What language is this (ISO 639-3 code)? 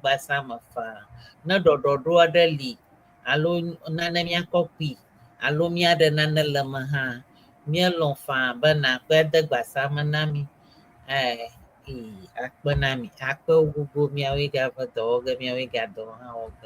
ewe